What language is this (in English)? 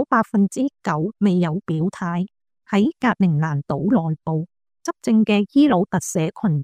Cantonese